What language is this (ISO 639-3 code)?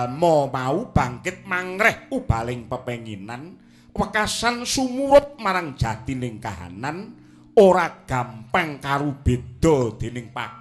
jav